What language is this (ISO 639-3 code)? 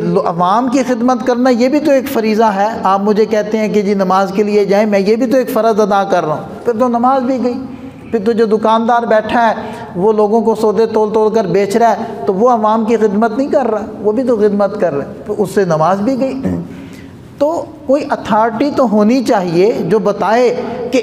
urd